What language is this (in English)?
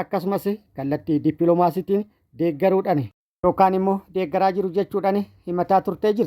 Oromo